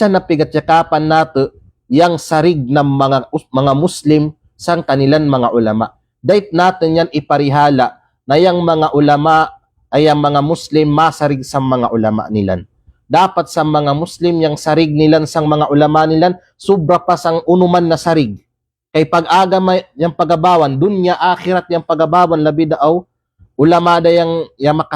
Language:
Kalagan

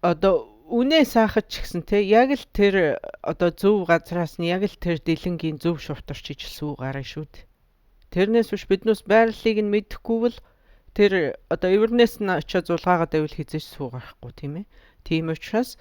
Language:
Mongolian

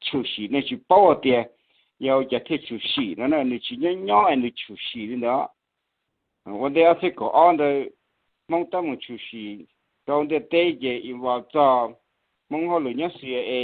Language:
Hmong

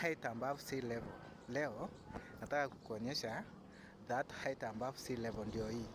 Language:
Swahili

